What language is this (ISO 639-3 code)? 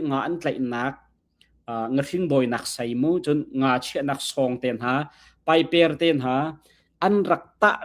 cnh